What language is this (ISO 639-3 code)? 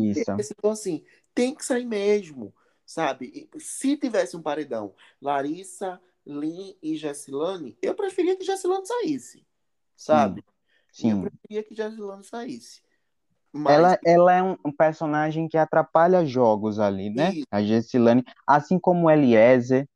por